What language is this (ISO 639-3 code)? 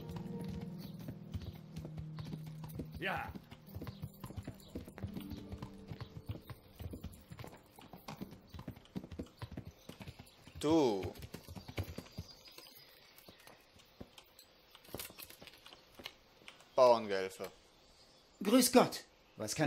deu